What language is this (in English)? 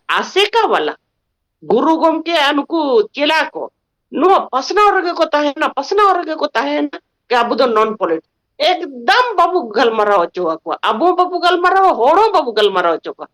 Santali